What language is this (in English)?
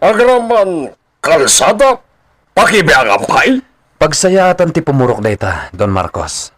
Iloko